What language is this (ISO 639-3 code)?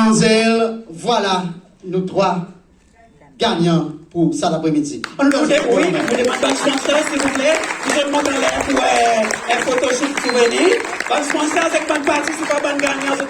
crs